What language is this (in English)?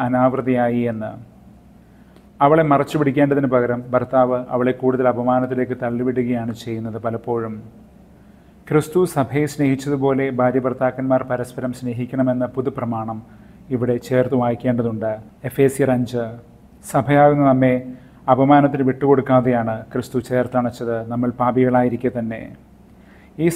Malayalam